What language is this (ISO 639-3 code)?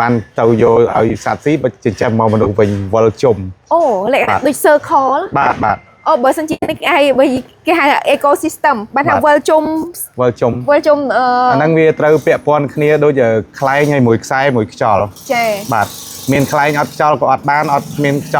khm